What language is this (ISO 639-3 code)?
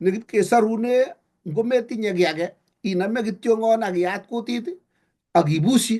kln